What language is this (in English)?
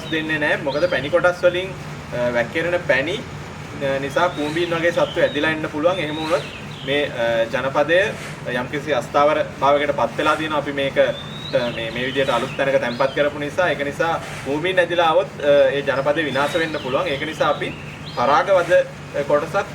Sinhala